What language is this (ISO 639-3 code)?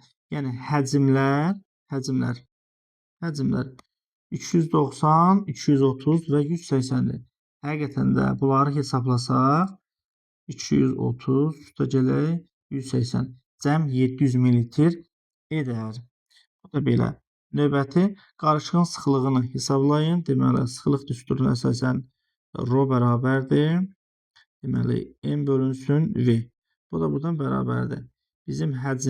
aze